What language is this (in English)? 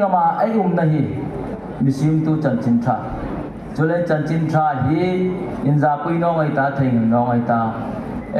Hmar